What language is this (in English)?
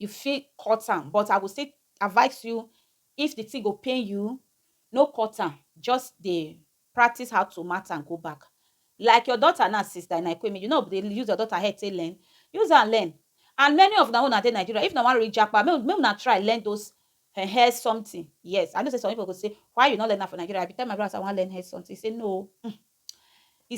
Nigerian Pidgin